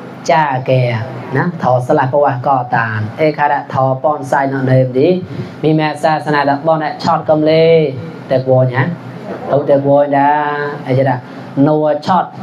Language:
Mon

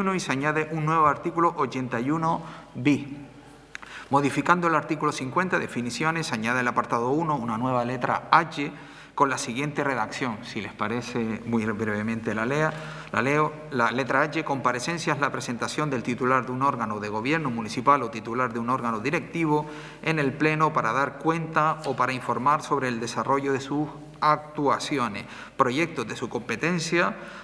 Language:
Spanish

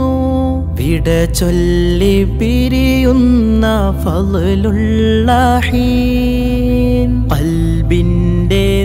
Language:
Malayalam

